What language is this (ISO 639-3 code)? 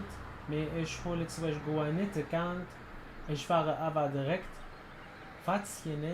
apc